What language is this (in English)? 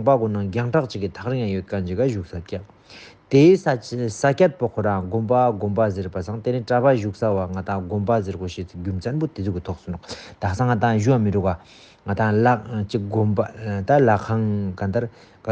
Ladakhi